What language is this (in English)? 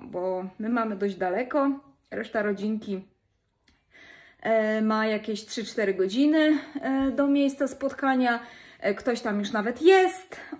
Polish